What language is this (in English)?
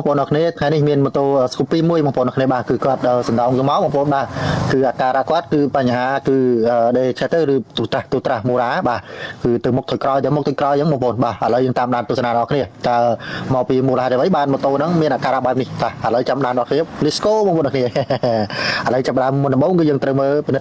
Khmer